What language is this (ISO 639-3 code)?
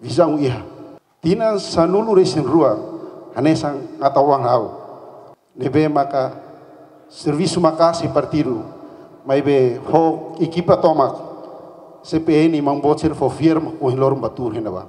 tet